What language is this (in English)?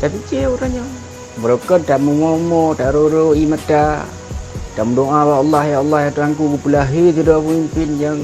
Achinese